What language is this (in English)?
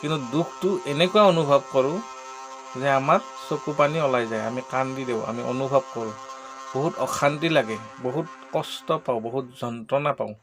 Assamese